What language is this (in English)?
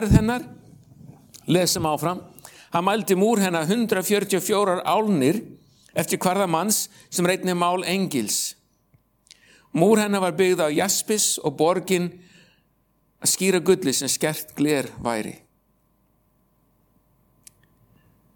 Icelandic